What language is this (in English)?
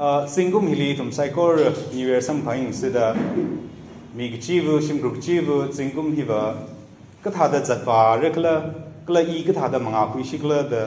Tangkhul Naga (India)